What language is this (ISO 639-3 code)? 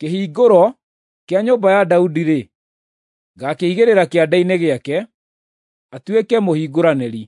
kik